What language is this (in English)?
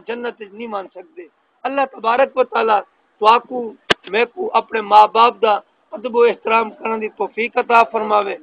Saraiki